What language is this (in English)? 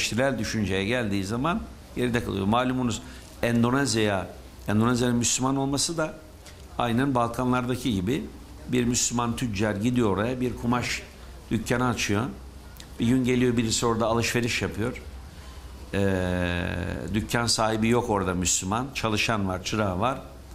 Turkish